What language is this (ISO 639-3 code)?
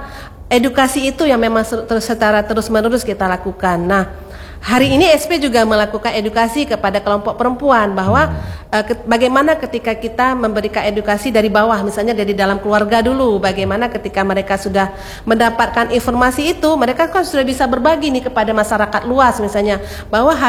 ind